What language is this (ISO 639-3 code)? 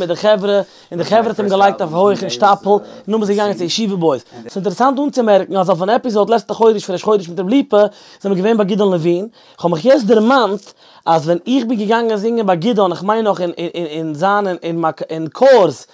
yid